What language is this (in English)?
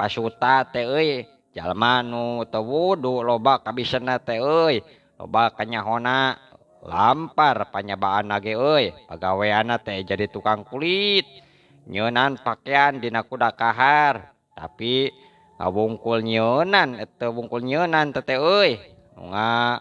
Sundanese